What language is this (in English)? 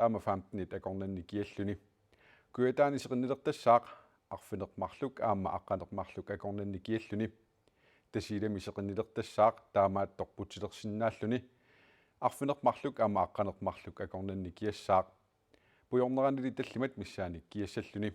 Kalaallisut